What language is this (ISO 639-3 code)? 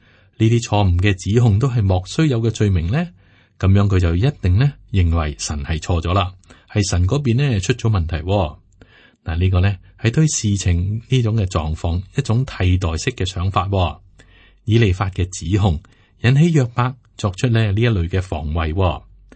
yue